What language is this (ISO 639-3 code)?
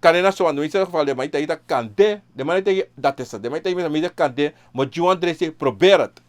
srn